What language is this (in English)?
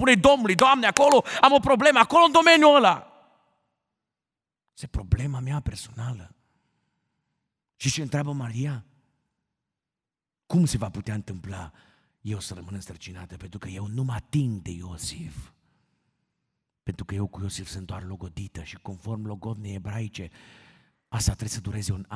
Romanian